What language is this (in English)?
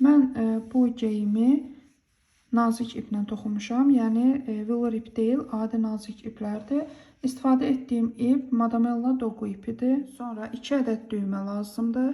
Azerbaijani